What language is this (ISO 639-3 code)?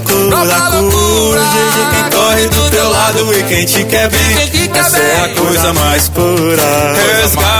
por